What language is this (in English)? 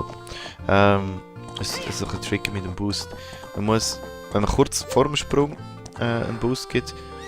Swiss German